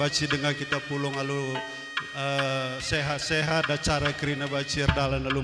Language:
Batak Karo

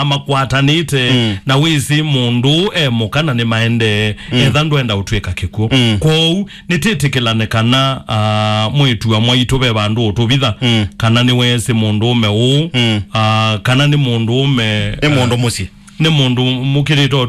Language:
Kamba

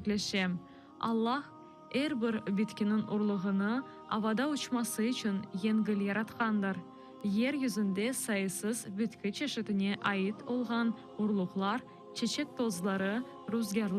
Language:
Crimean Tatar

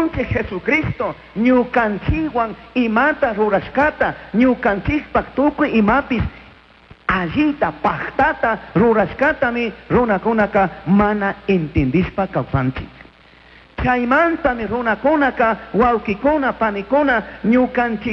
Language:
Chimborazo Highland Quichua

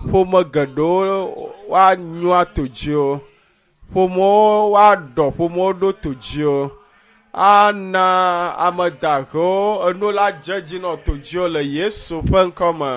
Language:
Ewe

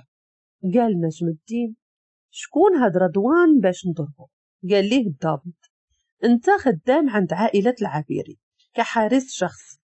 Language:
Moroccan Arabic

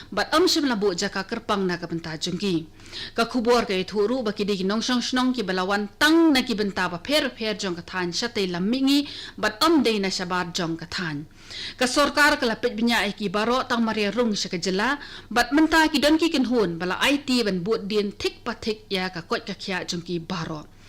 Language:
Khasi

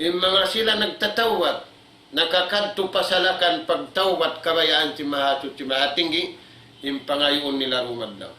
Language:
Tausug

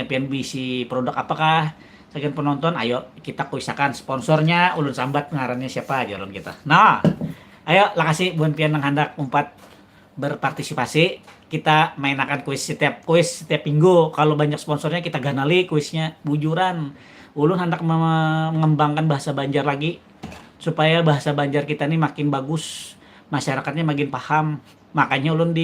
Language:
Banjar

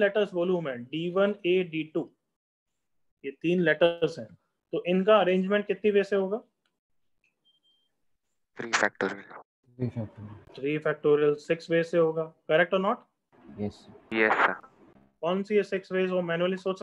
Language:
Hindi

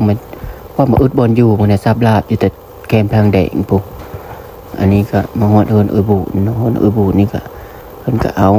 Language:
Lao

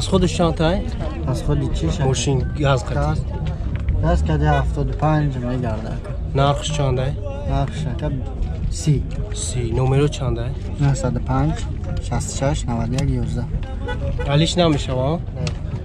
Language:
Tajik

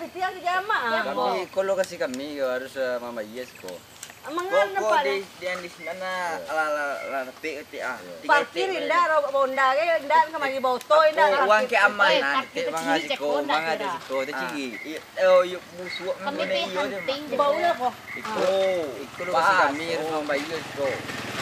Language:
Minangkabau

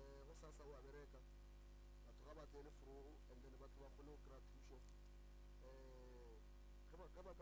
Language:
Northern Sotho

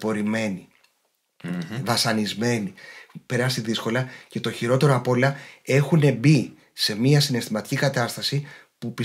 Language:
Greek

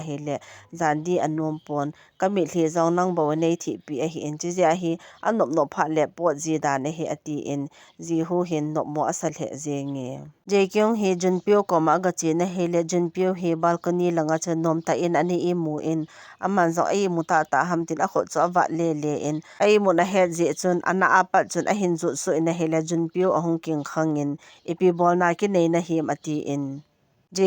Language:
Thado Chin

